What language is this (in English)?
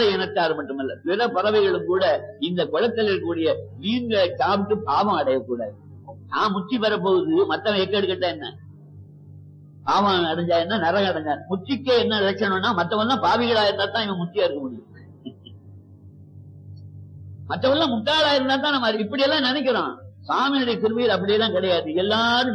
Tamil